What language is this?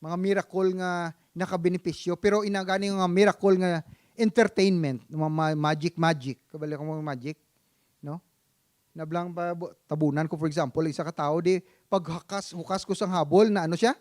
Hiligaynon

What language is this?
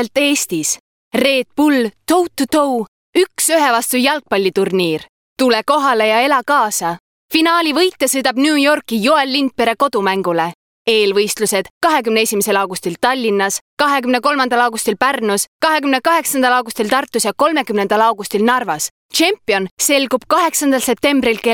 Estonian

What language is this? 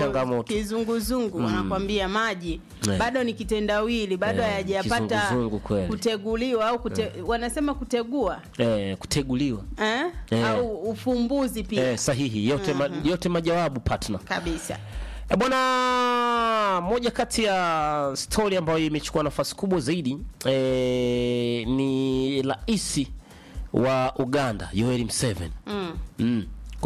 Swahili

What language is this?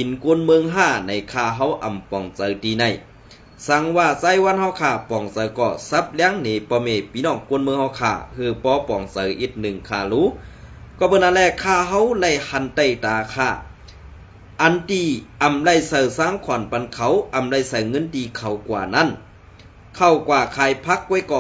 Shan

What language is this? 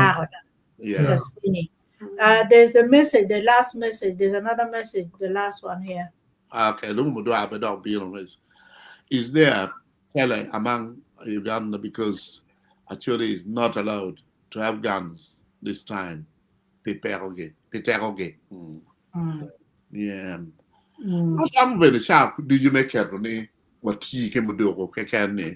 Acoli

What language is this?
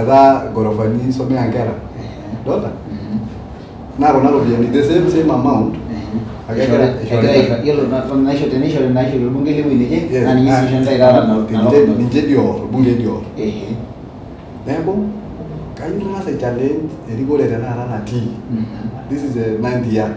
Masai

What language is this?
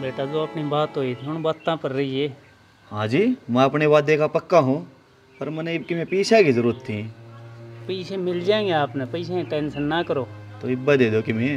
Haryanvi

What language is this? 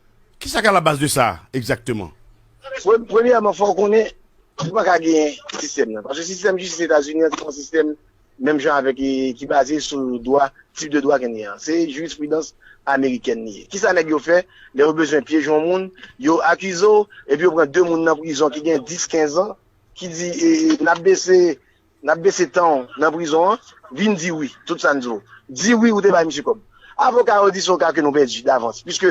Haitian Creole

